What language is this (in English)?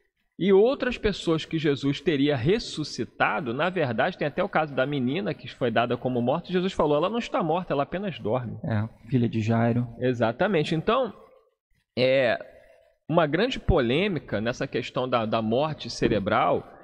Portuguese